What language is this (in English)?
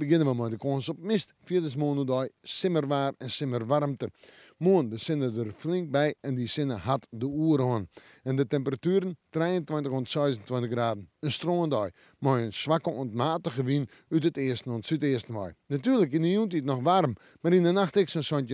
Western Frisian